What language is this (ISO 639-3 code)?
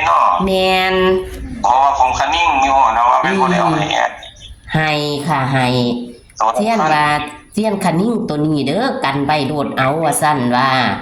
tts